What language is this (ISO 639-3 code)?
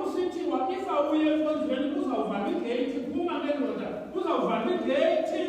xho